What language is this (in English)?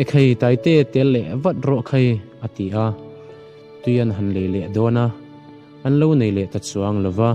Mizo